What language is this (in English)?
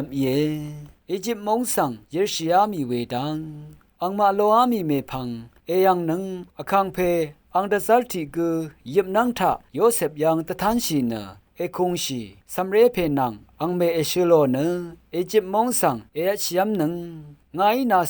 Rawang